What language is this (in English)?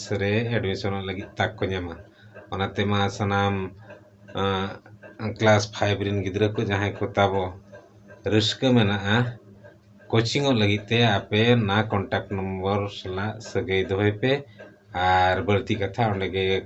Santali